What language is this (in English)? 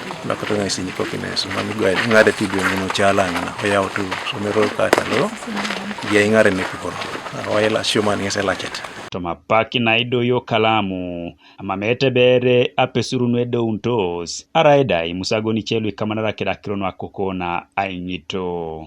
Teso